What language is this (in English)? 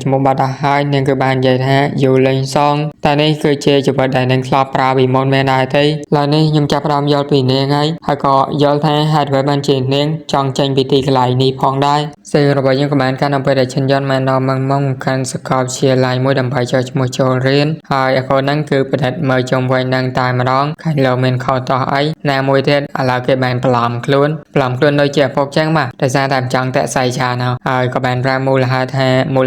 Khmer